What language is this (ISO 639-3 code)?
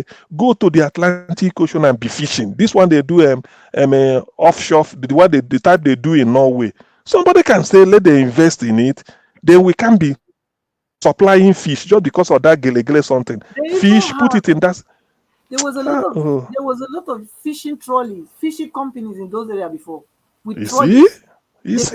pcm